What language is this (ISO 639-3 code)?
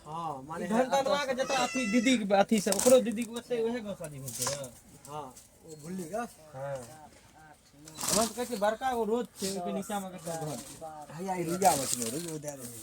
mai